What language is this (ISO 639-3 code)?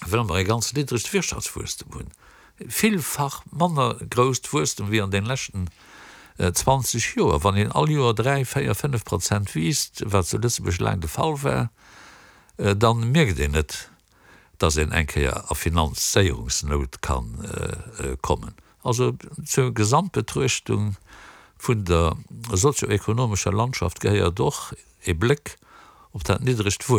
ltz